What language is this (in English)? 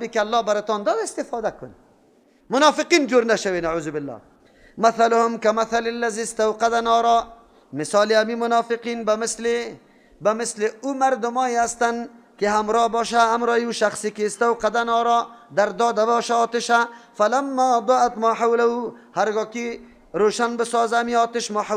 Persian